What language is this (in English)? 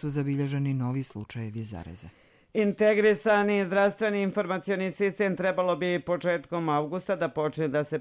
Croatian